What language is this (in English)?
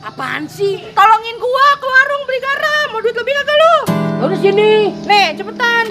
Betawi